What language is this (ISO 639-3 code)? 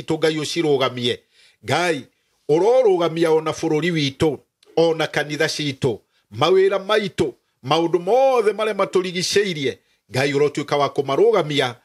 kik